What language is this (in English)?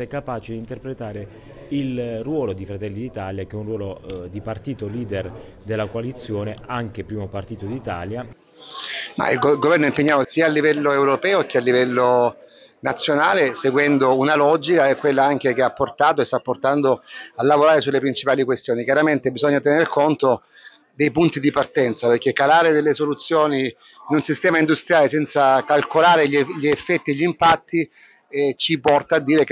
Italian